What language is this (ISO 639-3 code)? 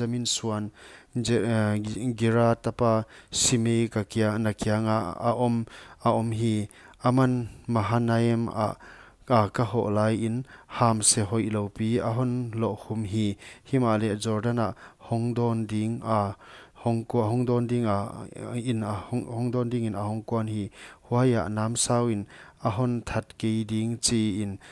pck